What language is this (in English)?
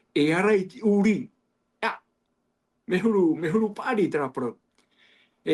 Tahitian